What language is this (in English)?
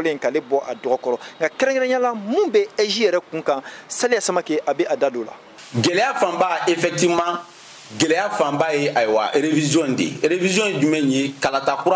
Bambara